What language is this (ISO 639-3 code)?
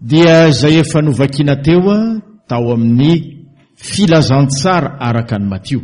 mlg